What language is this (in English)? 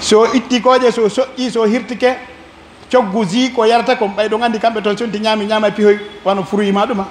Pular